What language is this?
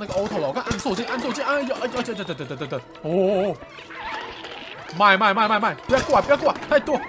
Chinese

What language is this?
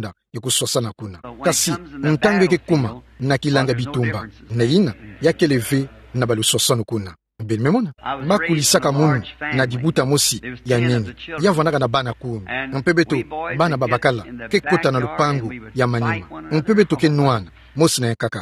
Kituba (Democratic Republic of Congo)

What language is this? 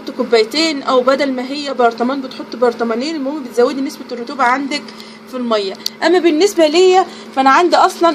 Egyptian Arabic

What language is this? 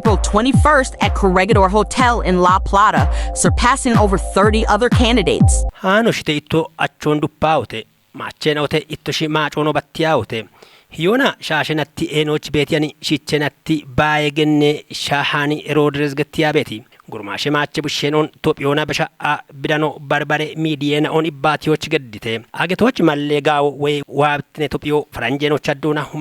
Kafa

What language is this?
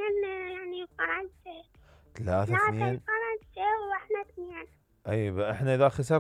Mesopotamian Arabic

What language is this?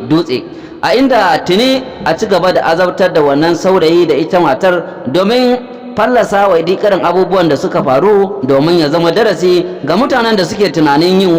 Hausa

